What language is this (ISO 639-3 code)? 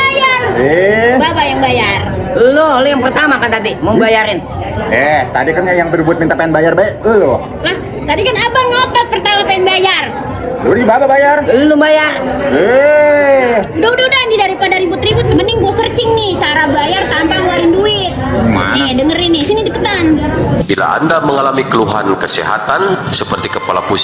bew